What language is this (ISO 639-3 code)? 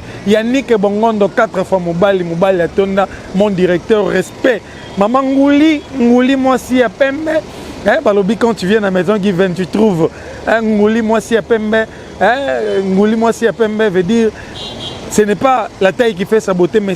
lin